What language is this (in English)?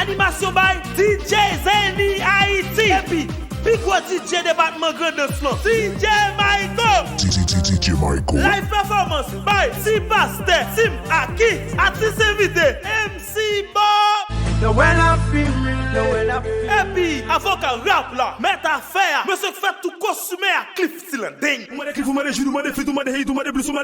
Haitian Creole